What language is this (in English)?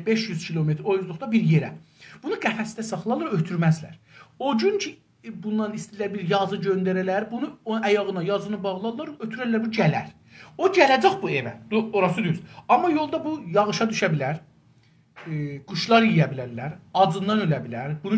South Azerbaijani